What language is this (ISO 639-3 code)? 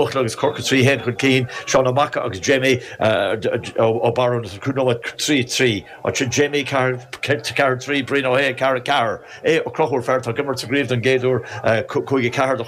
gle